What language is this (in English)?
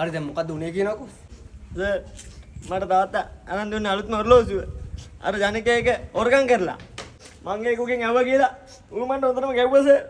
Sinhala